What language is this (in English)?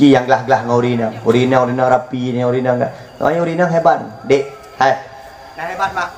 Achinese